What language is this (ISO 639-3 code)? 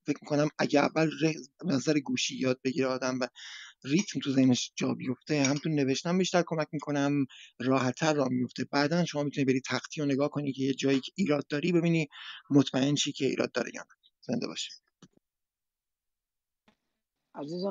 fas